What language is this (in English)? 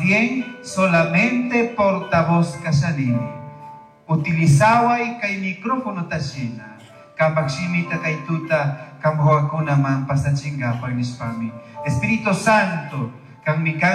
Chimborazo Highland Quichua